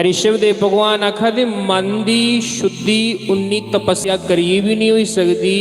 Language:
Dogri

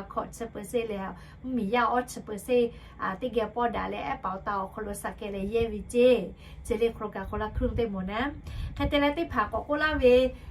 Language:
Lahu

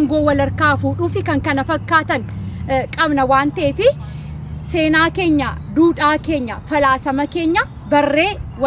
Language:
Oromo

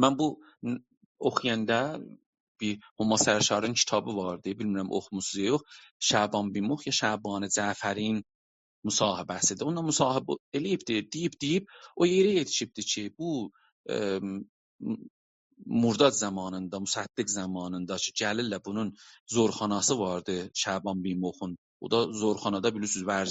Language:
South Azerbaijani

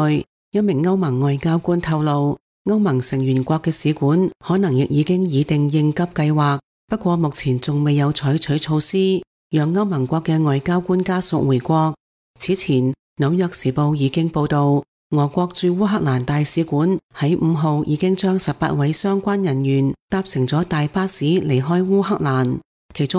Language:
Cantonese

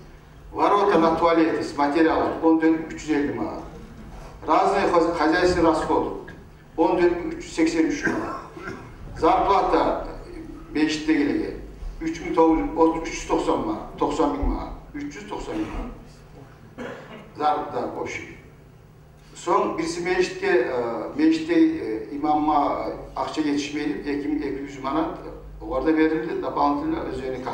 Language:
Kumyk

